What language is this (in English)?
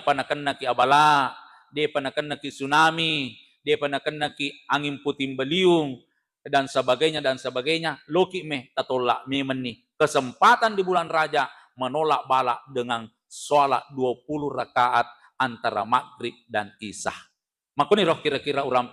Buginese